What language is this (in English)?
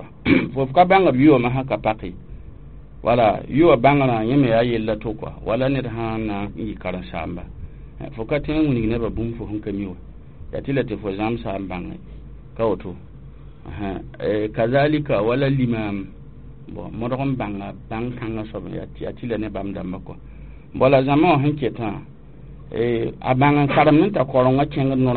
Mossi